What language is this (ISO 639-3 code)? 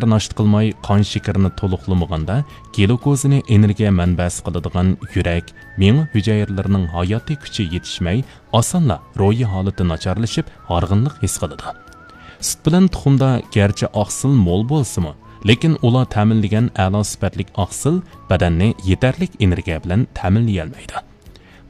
uig